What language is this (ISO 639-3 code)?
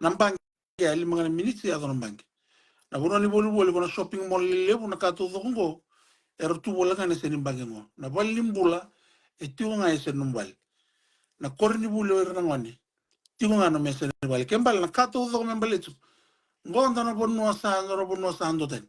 fij